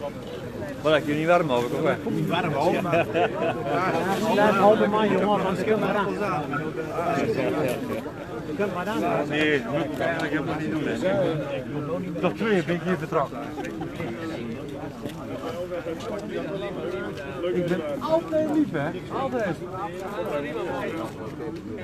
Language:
Dutch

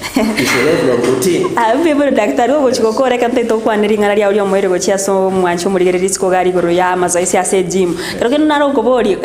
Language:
Gusii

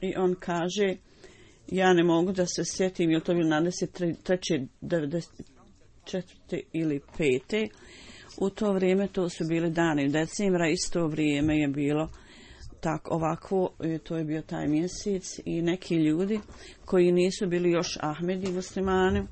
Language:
Bosnian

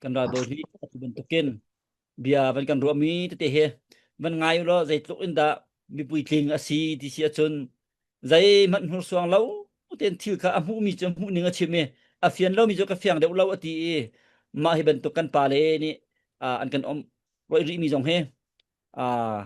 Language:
Hakha Chin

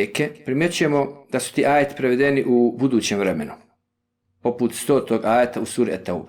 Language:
Bosnian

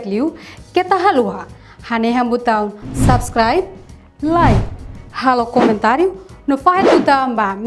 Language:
Tetum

